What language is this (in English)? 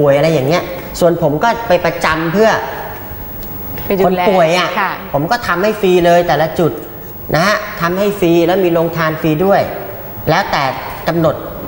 Thai